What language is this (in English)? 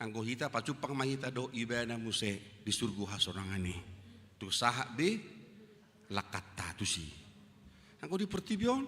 Batak Toba